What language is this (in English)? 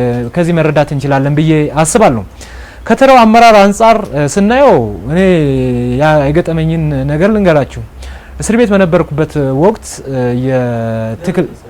Amharic